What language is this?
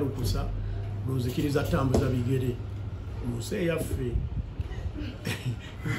Ganda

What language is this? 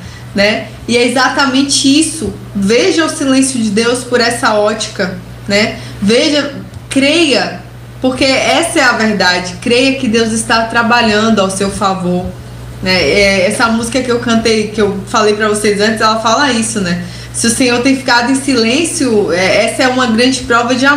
Portuguese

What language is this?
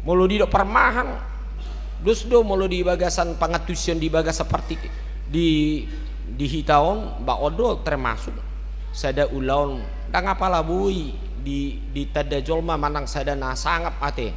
Batak Toba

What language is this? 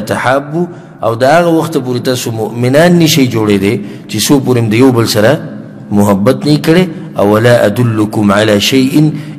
Pashto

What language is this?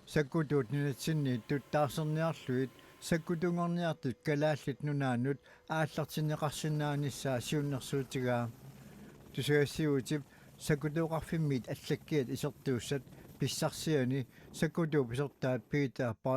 Kalaallisut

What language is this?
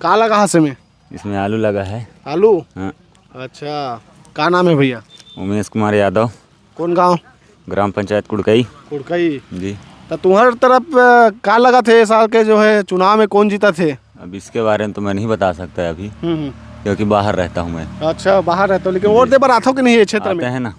Chhattisgarhi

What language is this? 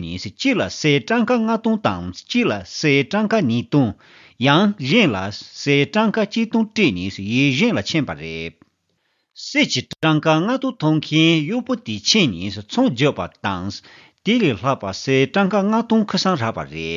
Tibetan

